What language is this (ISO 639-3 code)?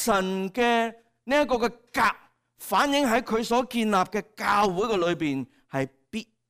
yue